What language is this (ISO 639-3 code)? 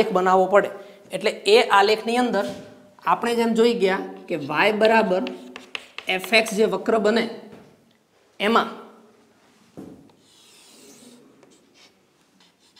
guj